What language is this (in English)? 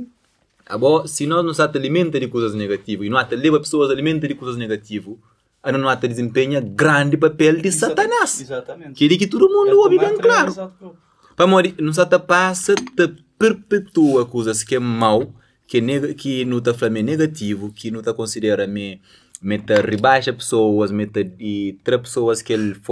Kabuverdianu